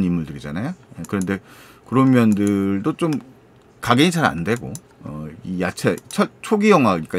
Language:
Korean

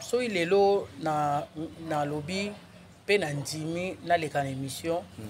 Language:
Lingala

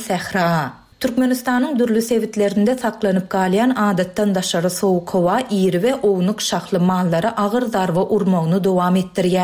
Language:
Turkmen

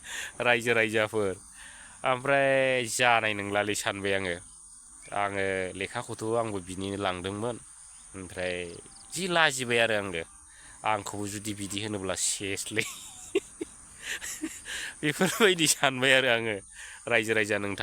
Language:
Bodo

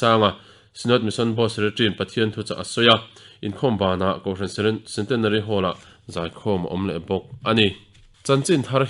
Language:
Mizo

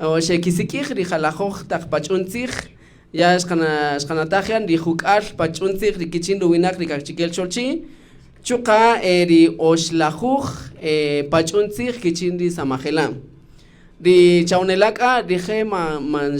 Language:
Kaqchikel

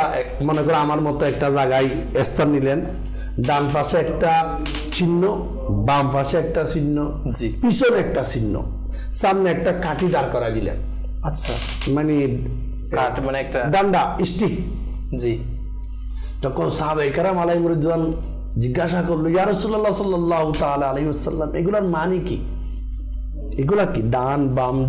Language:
Bangla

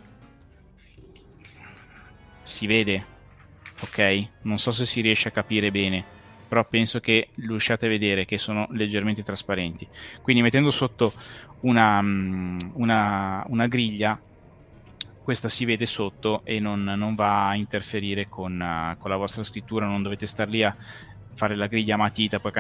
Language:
Italian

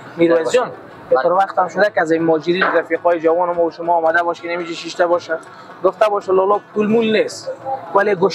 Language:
Persian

